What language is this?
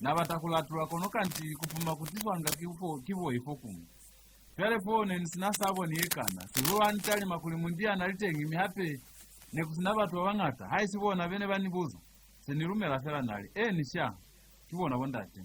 Lozi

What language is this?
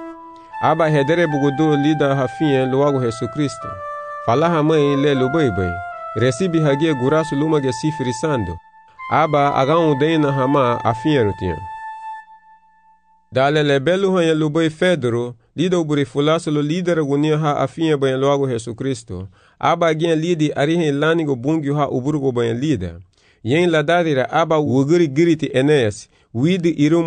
Garifuna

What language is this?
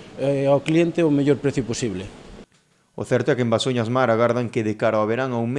Galician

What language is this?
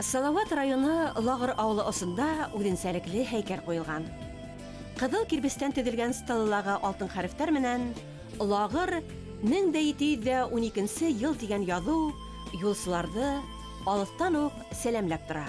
Bashkir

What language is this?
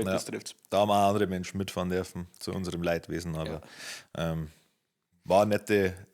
Bavarian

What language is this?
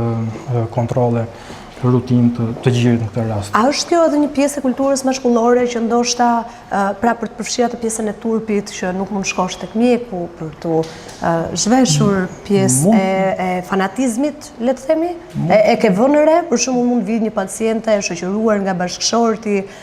Albanian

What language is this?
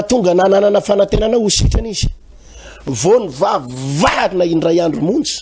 Malagasy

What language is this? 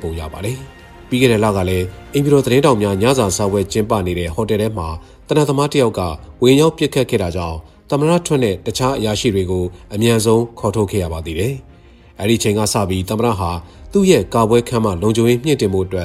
Burmese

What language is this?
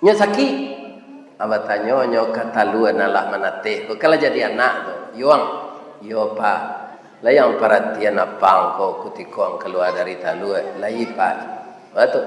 Minangkabau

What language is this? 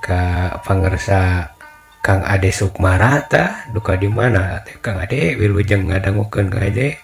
Sundanese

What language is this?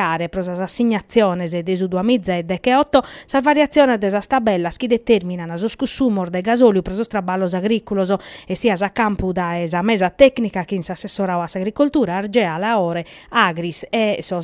Sardinian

